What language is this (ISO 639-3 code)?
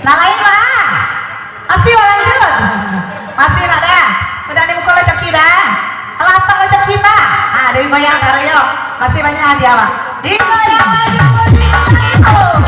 min